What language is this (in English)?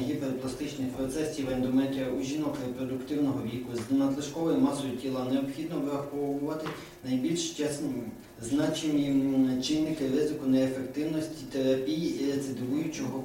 Ukrainian